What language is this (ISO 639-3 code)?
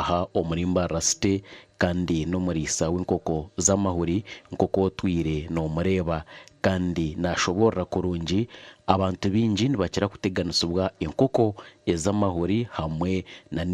nyn